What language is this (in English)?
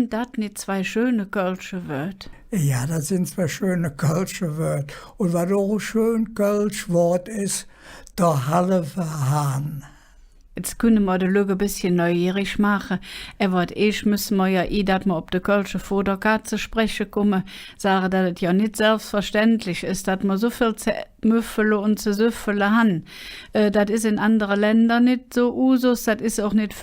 Colognian